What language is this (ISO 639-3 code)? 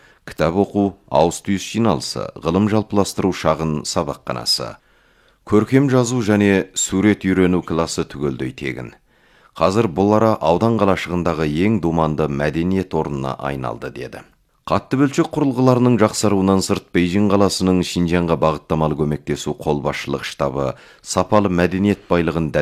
kaz